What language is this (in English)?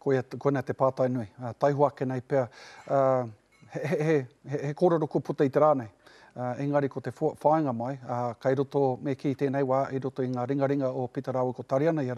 Māori